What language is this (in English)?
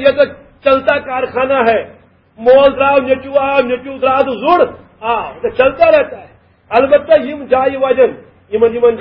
Kashmiri